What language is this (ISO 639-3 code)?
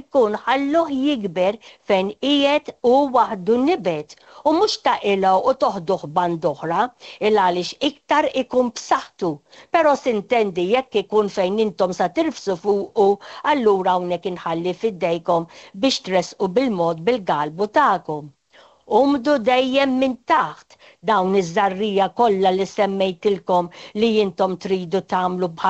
mlt